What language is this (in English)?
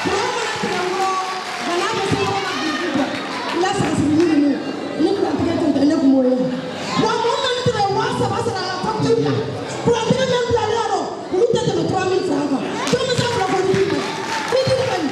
Bambara